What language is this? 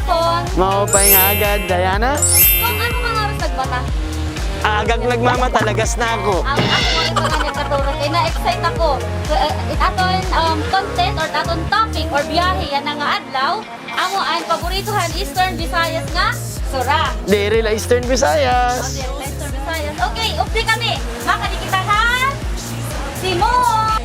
Waray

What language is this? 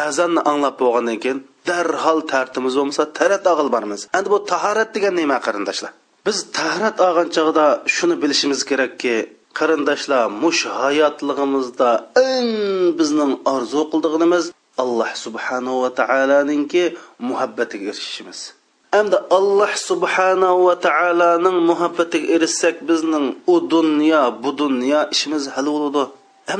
Uyghur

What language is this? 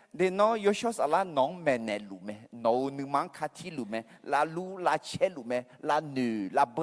Akha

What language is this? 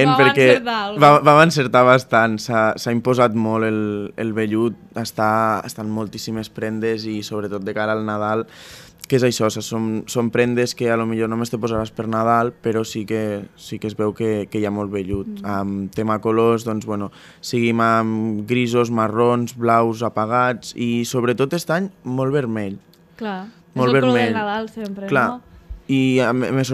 Catalan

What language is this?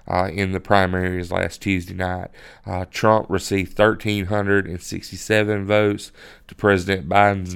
English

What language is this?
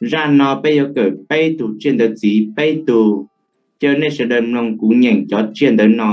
Hmong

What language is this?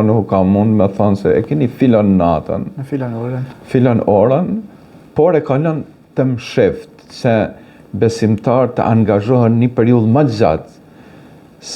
Albanian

